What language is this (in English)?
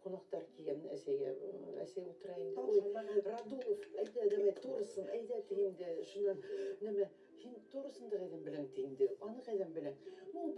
Bashkir